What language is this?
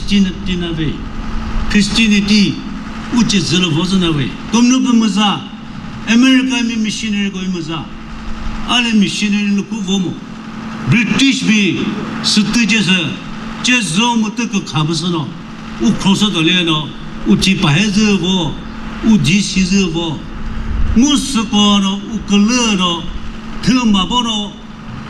Chokri Naga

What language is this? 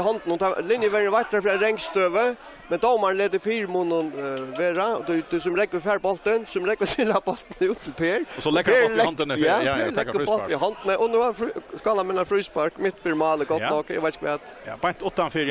Faroese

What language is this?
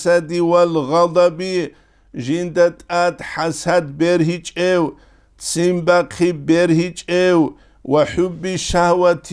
Avaric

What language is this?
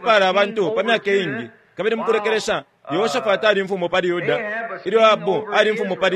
Bemba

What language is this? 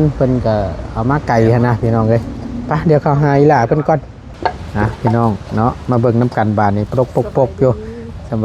Northeastern Thai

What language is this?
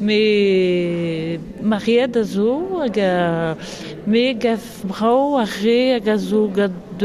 Breton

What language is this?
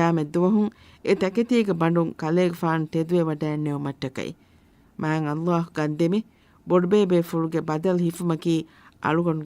Divehi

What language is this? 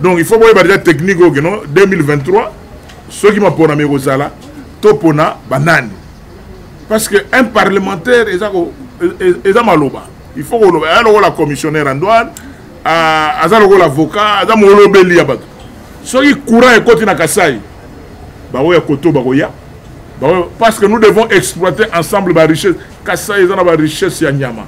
Lingala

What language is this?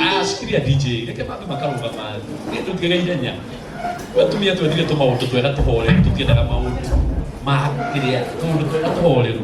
Kikuyu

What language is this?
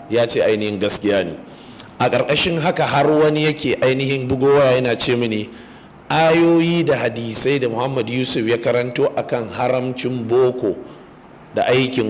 Hausa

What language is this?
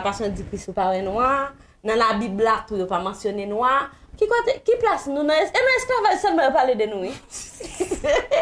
Haitian Creole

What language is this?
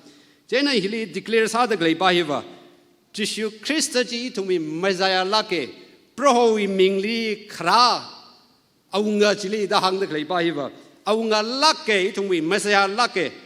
Tangkhul Naga (India)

